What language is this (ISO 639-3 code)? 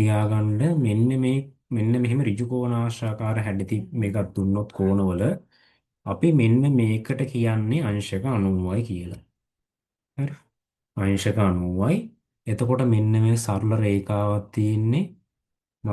sin